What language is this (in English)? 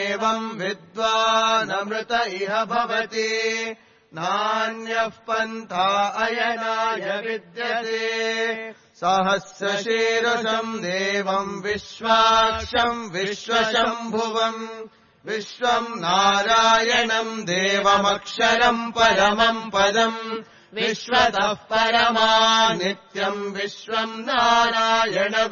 Sanskrit